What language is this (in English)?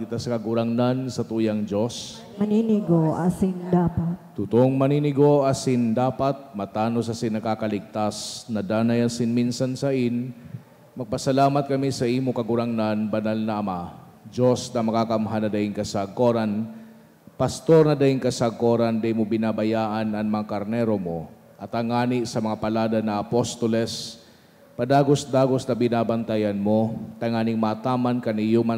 Bikol